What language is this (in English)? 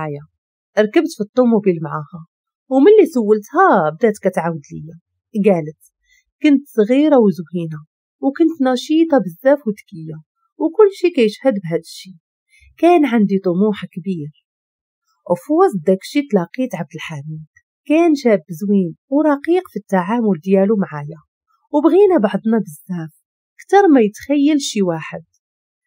Moroccan Arabic